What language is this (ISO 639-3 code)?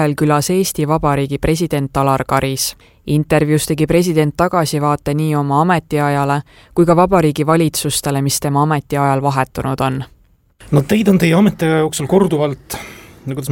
est